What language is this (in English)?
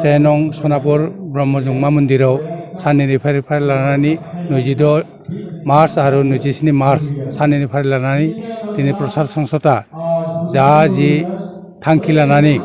Bodo